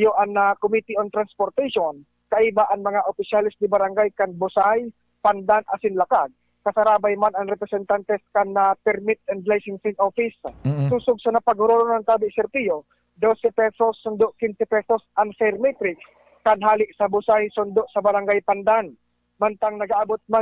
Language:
Bikol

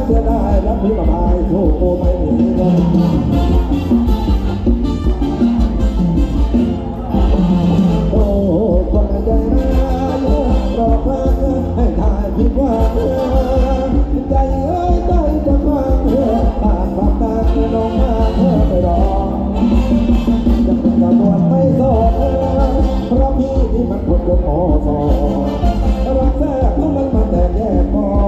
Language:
Thai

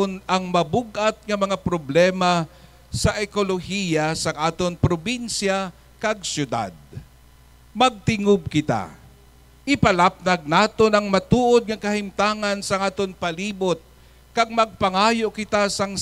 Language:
Hiligaynon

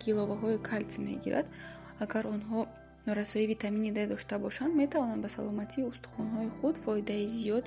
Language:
Tajik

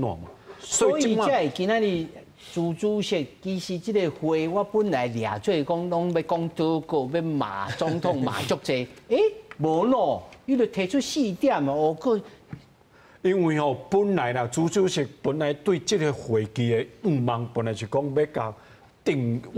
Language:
Min Nan Chinese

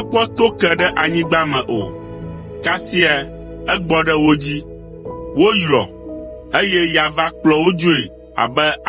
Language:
Ewe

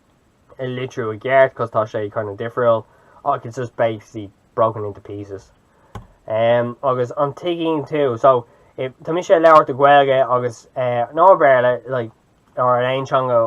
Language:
Irish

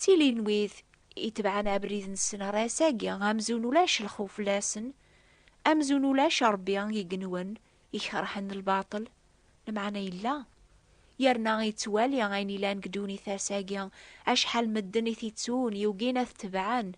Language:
Kabyle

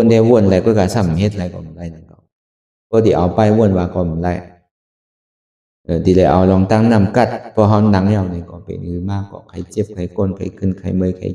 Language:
Shan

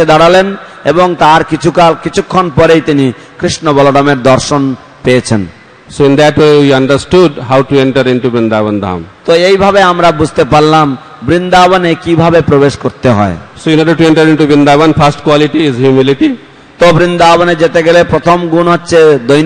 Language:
Bangla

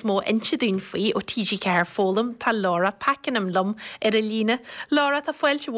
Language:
Irish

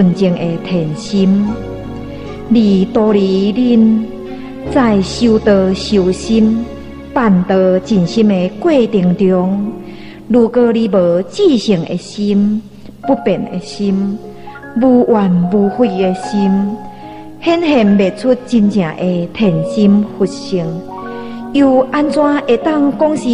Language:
Min Nan Chinese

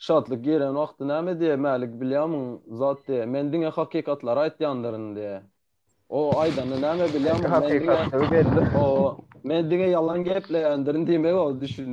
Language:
Turkmen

